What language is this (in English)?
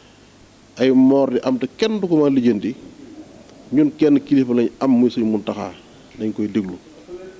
Wolof